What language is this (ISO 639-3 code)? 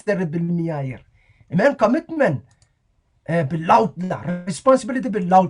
pon